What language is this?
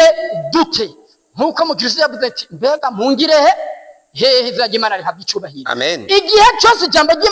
Rundi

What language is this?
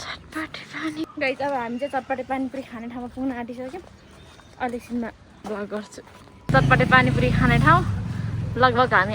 Nepali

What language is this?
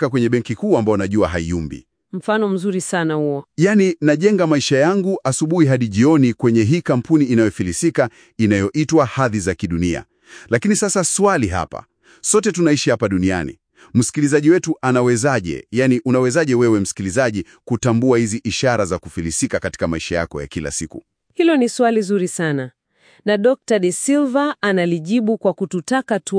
Swahili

